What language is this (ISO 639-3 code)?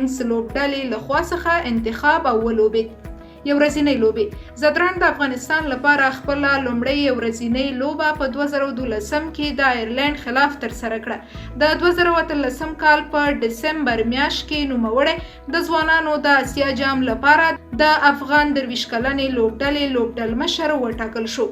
pus